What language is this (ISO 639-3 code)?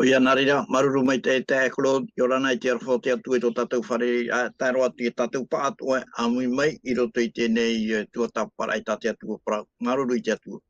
tah